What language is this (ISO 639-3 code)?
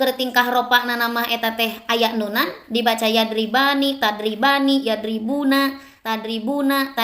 sun